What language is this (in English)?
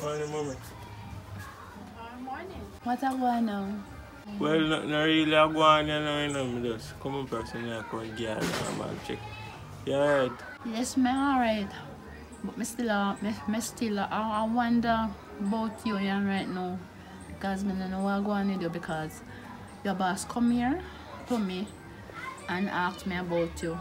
Jamaican Creole English